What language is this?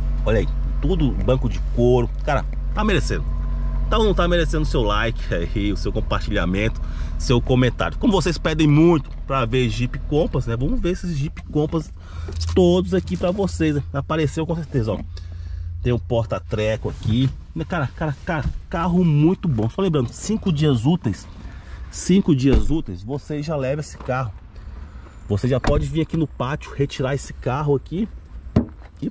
Portuguese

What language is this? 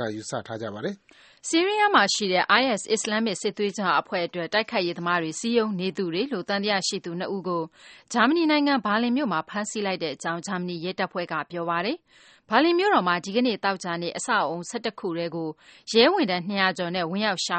Burmese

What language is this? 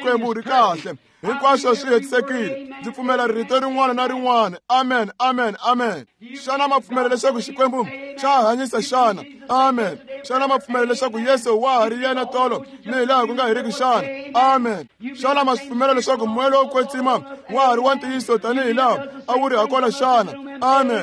Tsonga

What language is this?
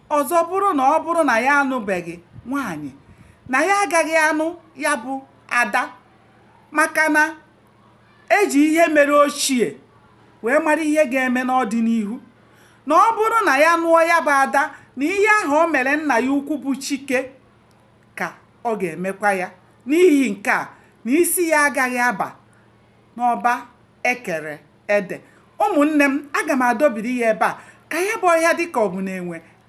Igbo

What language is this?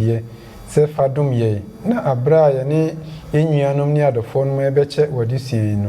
Akan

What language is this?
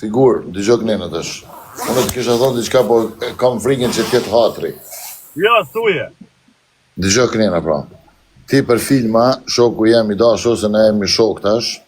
Albanian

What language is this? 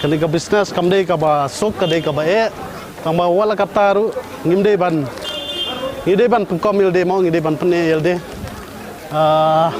Khasi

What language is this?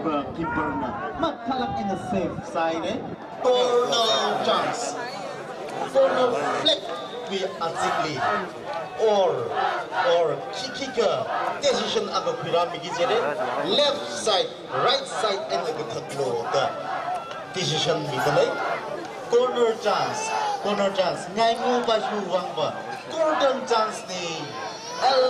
Tangkhul Naga (India)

